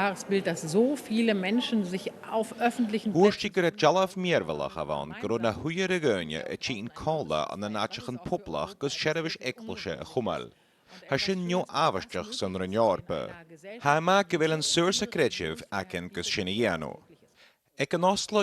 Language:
Scottish Gaelic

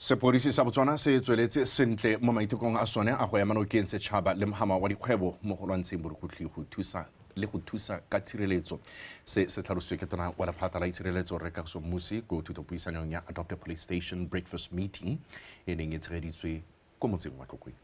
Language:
Tswana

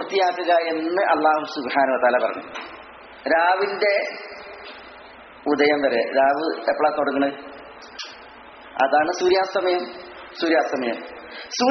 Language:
Malayalam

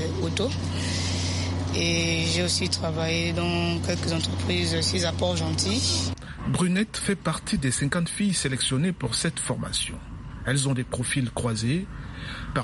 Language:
French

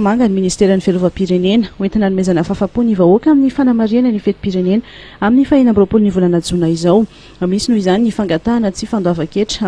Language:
Malagasy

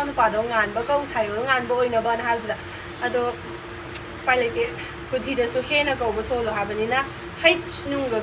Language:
Manipuri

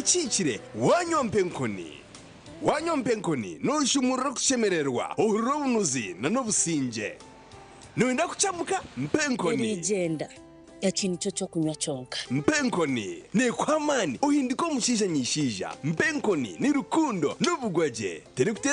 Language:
Nyankole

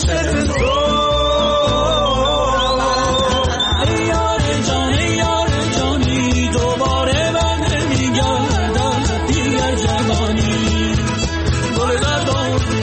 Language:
Persian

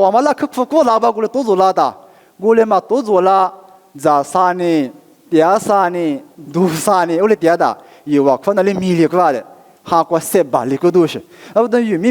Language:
Lisu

